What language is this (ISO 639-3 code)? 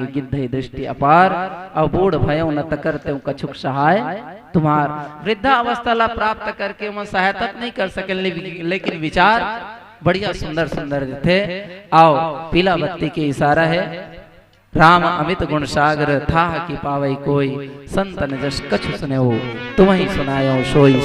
hne